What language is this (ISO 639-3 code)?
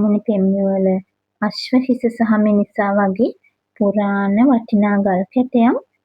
sin